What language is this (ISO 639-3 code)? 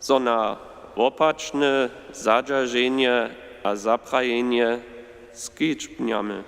hsb